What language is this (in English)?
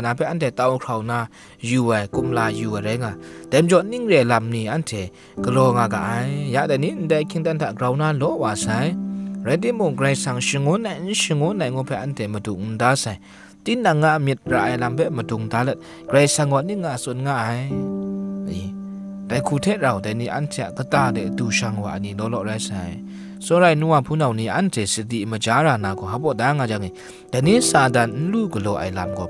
Kachin